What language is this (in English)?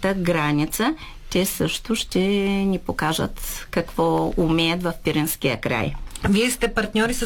Bulgarian